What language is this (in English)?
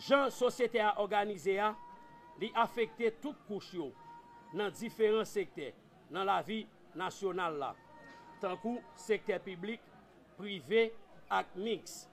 Haitian Creole